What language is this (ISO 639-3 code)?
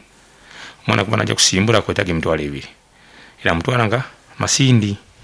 nyo